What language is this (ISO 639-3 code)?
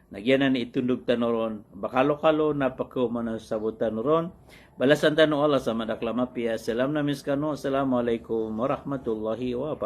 mrw